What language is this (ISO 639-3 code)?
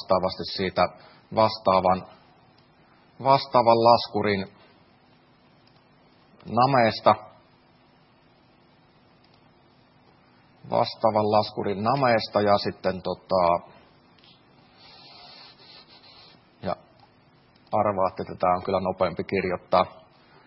fin